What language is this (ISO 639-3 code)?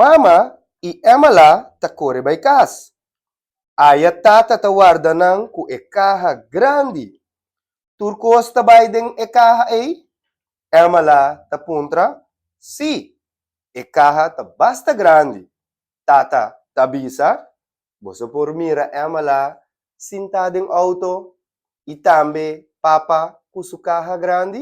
pap